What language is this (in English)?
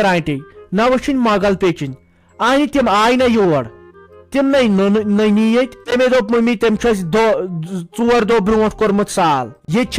Kashmiri